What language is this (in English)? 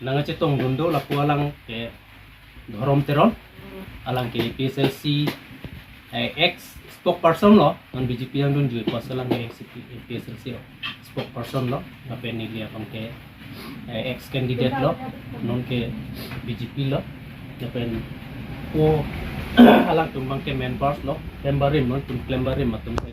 Karbi